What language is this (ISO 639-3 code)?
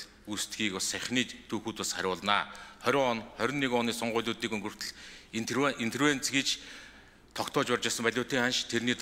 mon